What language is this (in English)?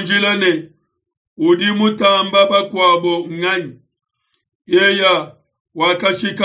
Luba-Lulua